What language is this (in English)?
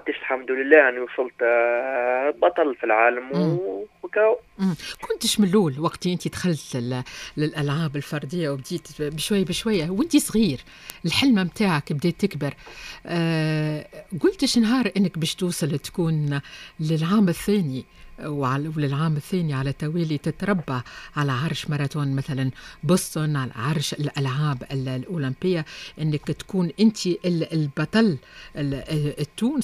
Tunisian Arabic